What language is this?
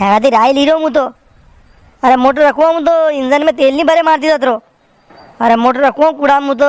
Rajasthani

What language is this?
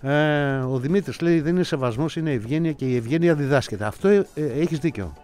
Greek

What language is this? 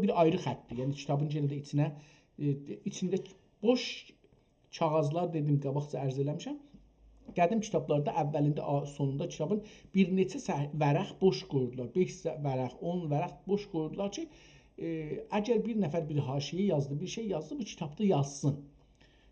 South Azerbaijani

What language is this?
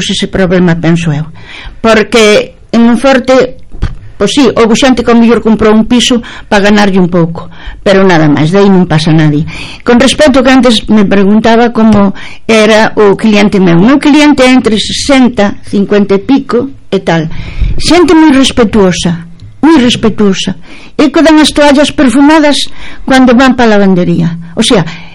Galician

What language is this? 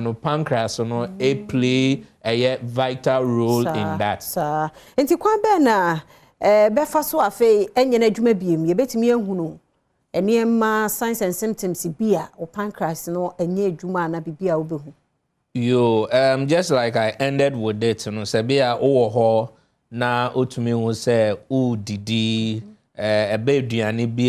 Akan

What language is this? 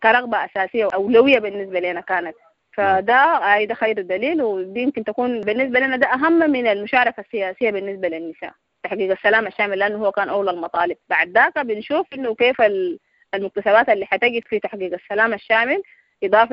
Sudanese Arabic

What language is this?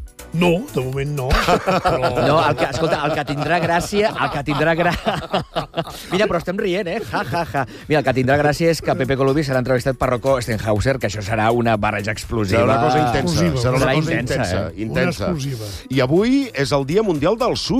Catalan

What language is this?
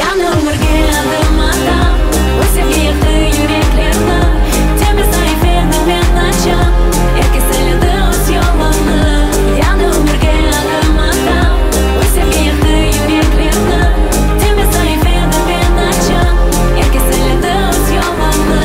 Crimean Tatar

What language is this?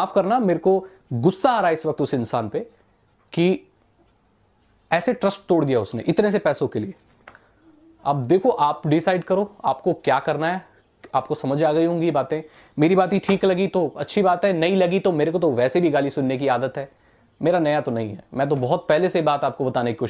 Hindi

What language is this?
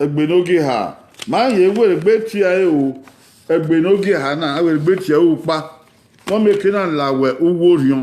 Bini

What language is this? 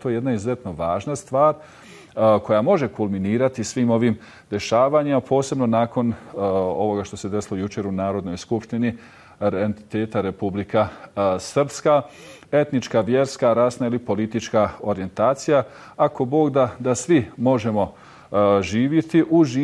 Bosnian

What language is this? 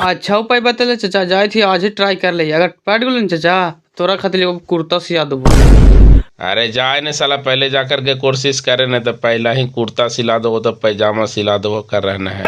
Magahi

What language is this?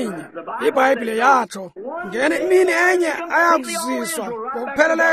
Xhosa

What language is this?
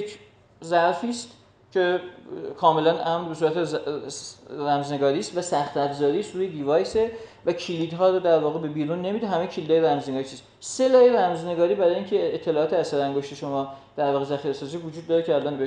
Persian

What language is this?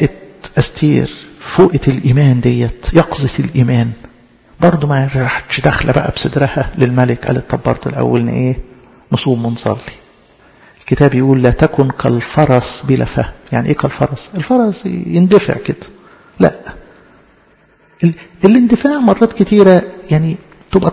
Egyptian Arabic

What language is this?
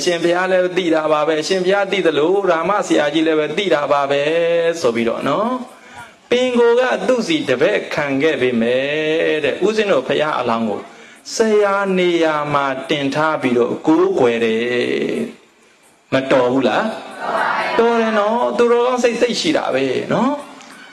Burmese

